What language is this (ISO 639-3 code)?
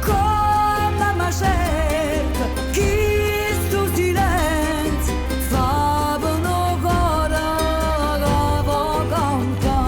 nap